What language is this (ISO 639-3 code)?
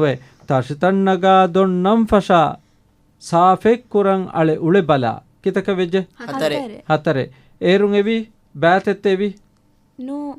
div